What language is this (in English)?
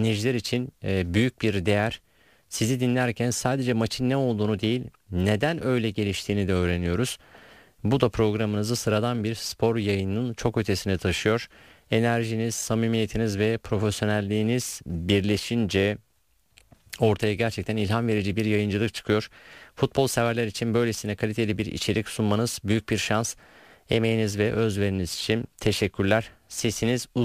Turkish